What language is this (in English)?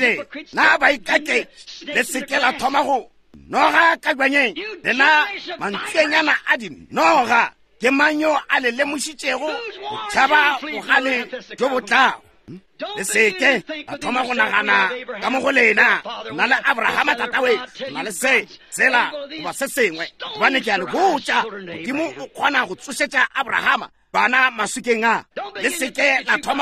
Northern Sotho